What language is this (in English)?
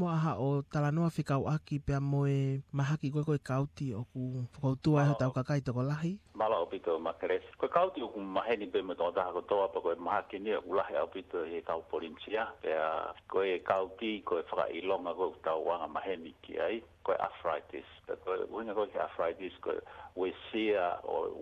Tongan